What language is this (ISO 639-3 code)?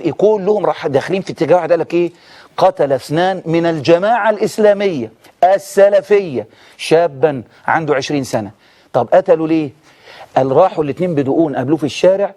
arz